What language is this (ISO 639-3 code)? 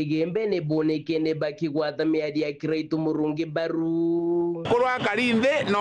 mer